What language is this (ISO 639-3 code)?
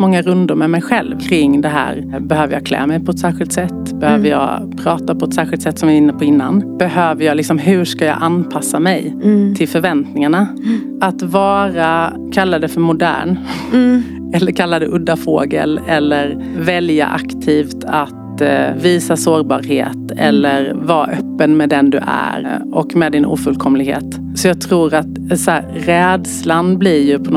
swe